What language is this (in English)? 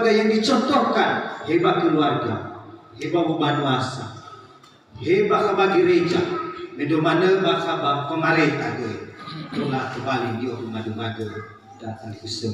Nias